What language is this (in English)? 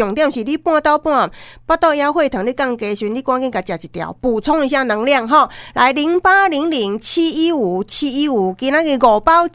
Min Nan Chinese